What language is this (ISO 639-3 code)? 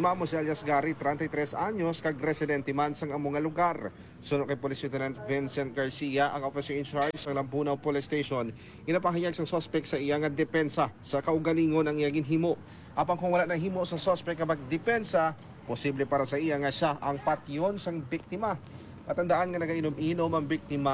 hil